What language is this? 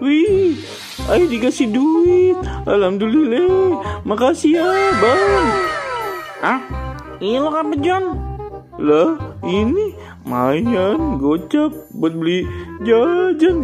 Betawi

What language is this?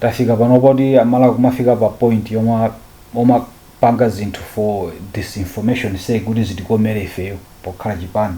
Nyanja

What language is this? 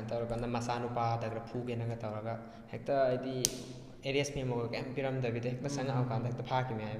Manipuri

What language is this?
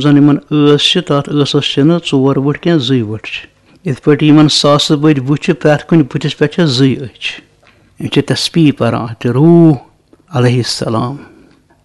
Kashmiri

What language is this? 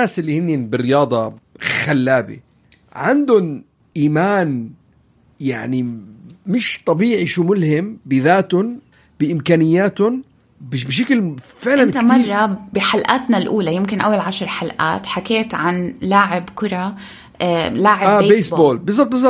North Levantine Arabic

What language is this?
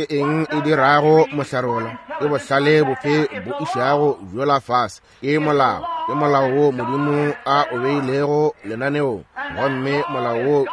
Northern Sotho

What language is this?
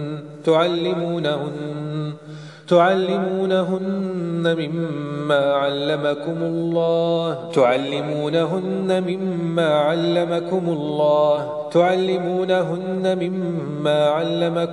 Arabic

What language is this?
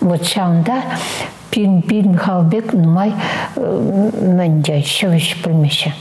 Chuvash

